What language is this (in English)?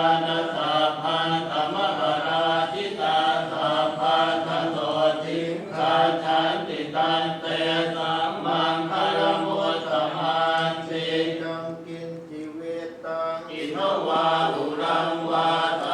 Pali